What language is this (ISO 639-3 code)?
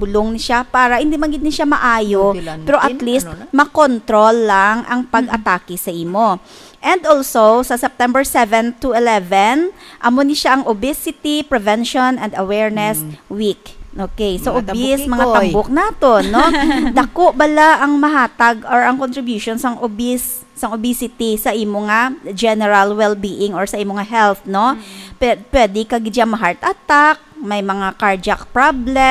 hil